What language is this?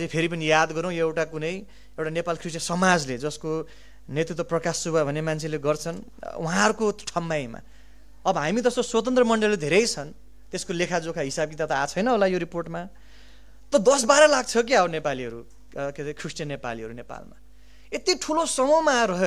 Nepali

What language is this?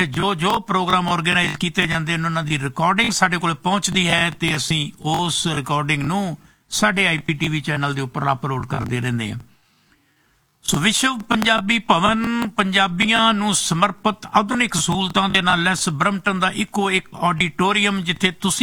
Punjabi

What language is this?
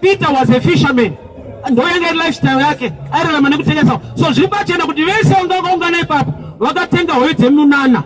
Shona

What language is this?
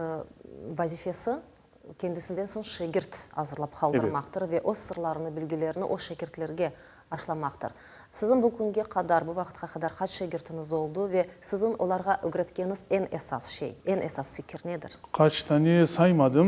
Crimean Tatar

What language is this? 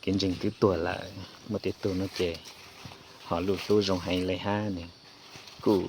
Hmong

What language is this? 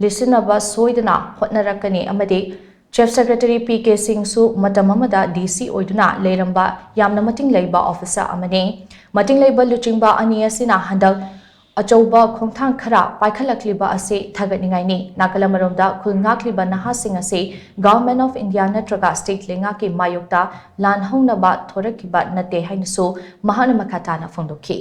Manipuri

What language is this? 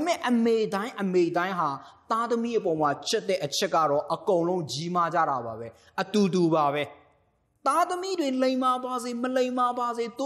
Burmese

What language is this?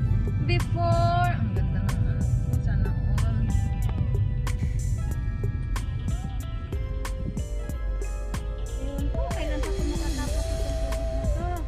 Filipino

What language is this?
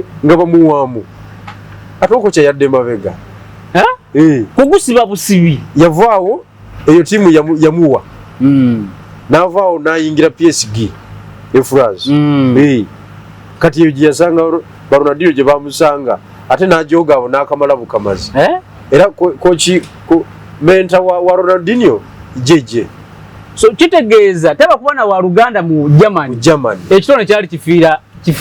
Ganda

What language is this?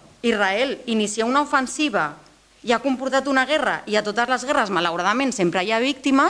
Catalan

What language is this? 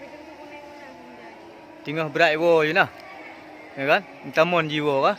Achinese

